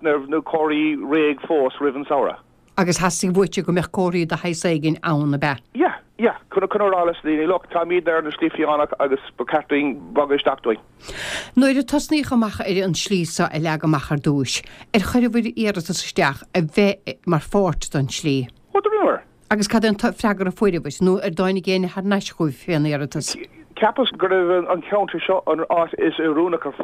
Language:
Irish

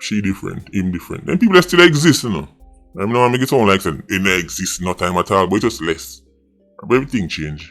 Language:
Jamaican Creole English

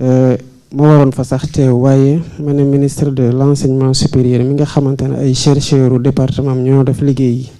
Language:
Wolof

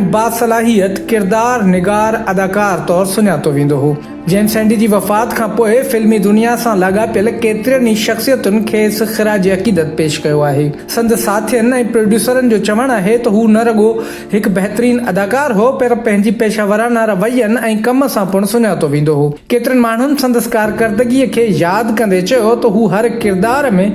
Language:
Sindhi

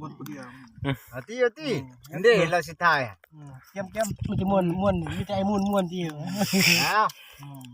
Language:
Lao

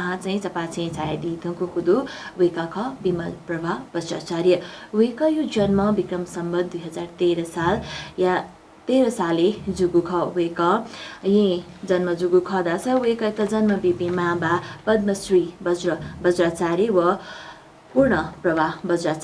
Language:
Newari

